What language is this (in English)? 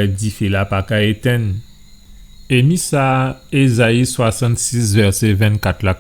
Guadeloupean Creole French